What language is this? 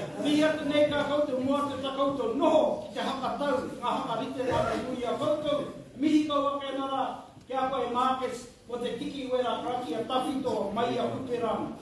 Māori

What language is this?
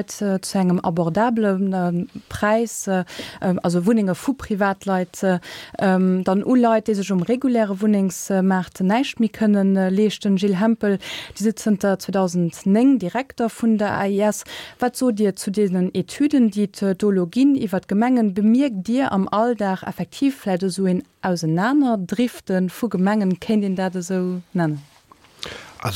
Luxembourgish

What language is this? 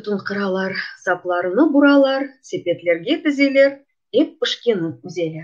Crimean Tatar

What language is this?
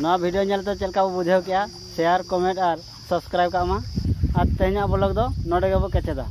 Santali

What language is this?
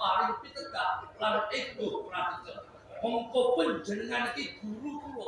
Javanese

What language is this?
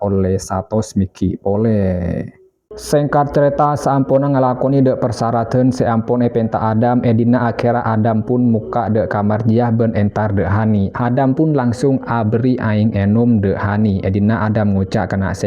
Madurese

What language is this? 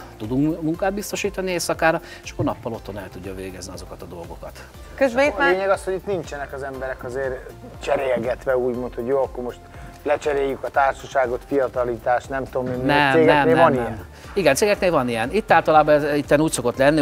Hungarian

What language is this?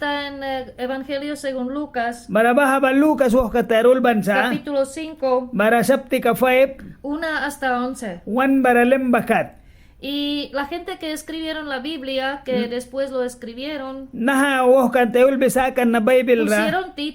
Mískito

